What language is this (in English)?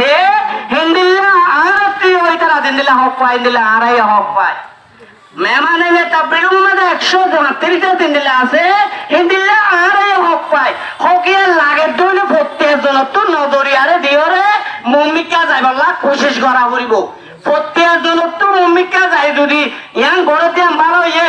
Rohingya